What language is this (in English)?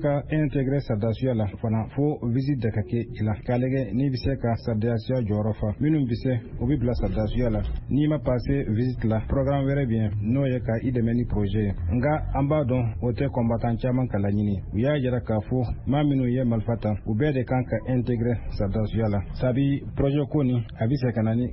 Bambara